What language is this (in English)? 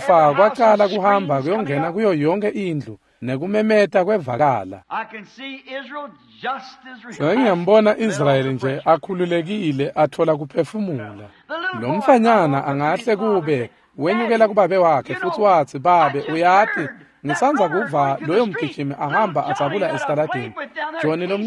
Swati